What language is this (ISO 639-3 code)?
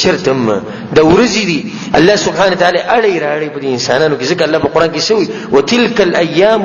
pus